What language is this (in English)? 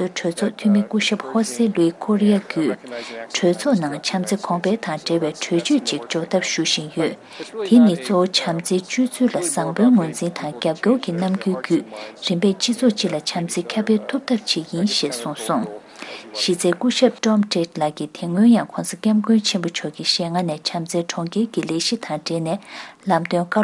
Tibetan